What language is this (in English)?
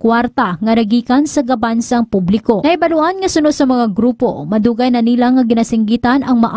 Hiligaynon